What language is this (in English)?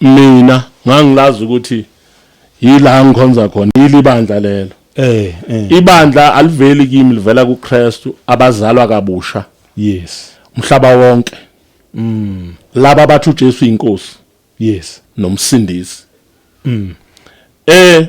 Zulu